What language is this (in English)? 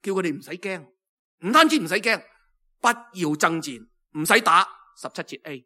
Cantonese